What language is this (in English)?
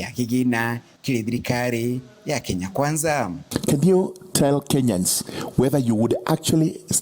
Meru